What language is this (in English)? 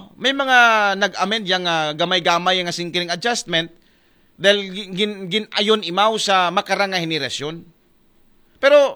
Aklanon